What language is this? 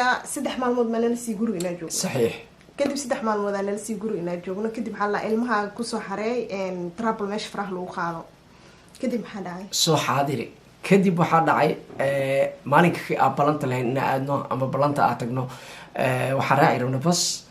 Somali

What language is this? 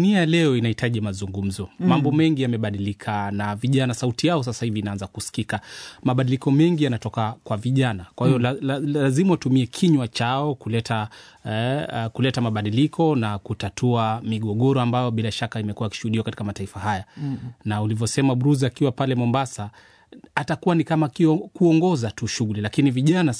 Swahili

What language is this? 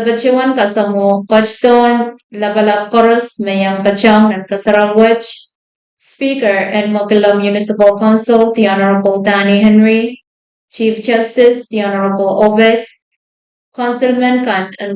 Pohnpeian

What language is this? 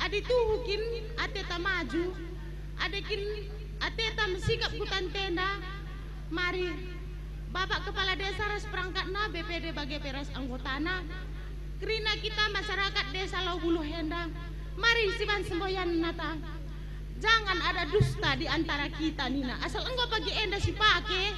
Batak Karo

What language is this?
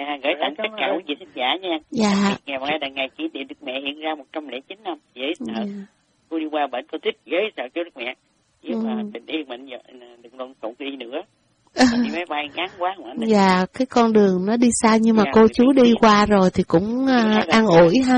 Vietnamese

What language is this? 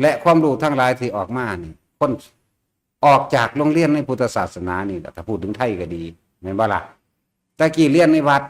Northeastern Thai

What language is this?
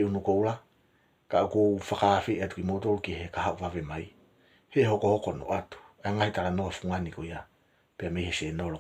Tongan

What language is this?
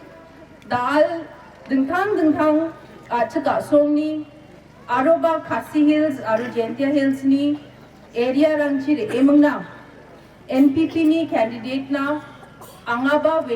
Garo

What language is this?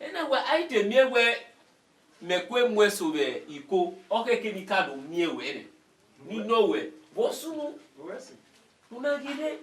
Bini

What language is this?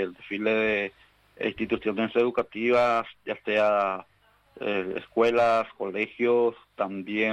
Spanish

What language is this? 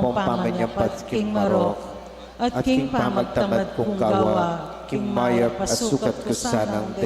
Pampanga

